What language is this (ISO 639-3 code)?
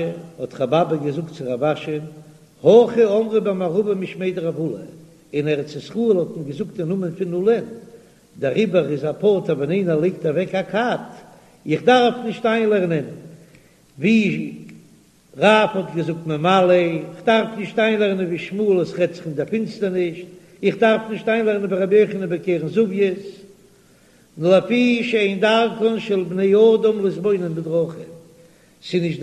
yid